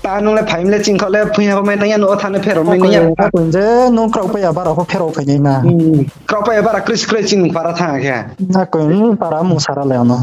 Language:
Riang (India)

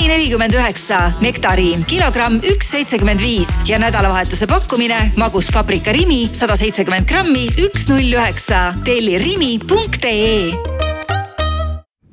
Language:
Estonian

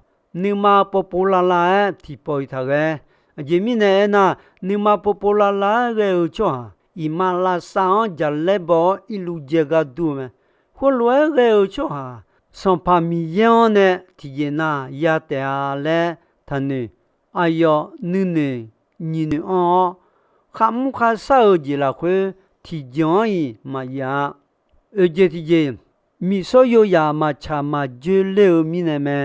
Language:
Akha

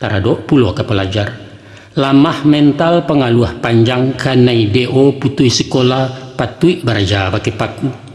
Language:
Minangkabau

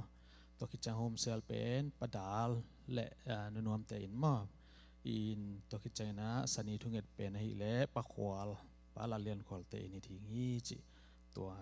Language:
Tedim Chin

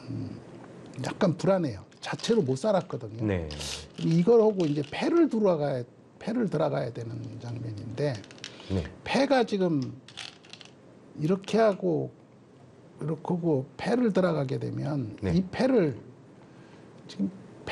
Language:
Korean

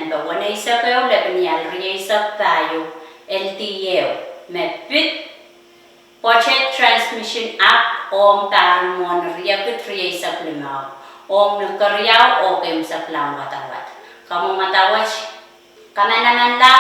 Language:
Pohnpeian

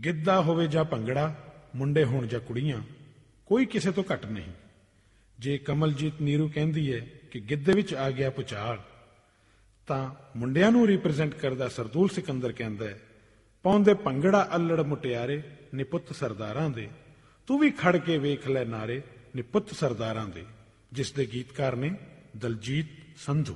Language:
Punjabi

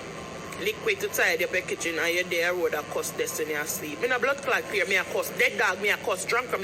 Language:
Jamaican Creole English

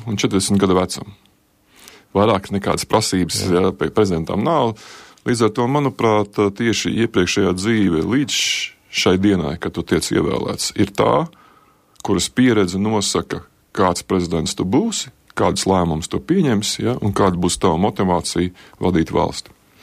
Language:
Latvian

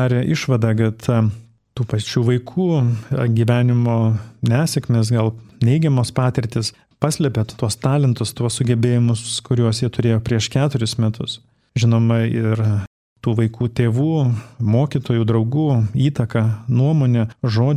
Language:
Lithuanian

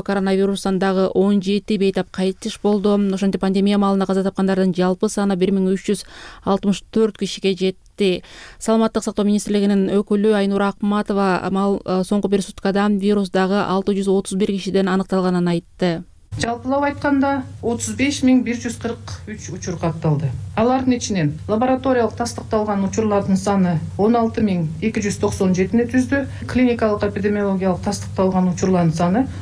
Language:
Kyrgyz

